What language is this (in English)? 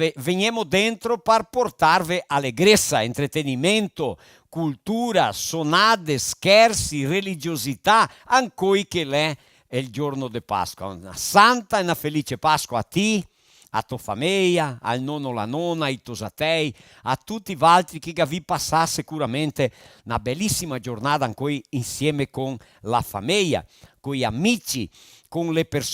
Venetian